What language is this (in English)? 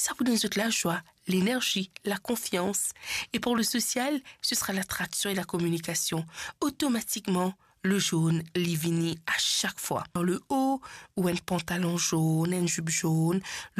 Morisyen